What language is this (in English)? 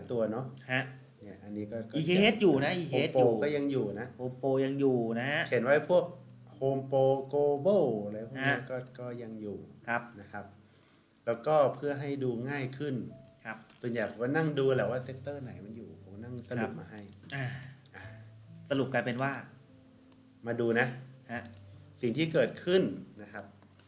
Thai